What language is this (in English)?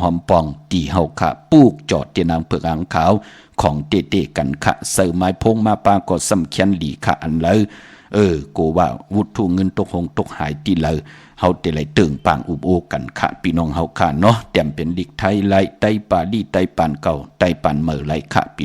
Shan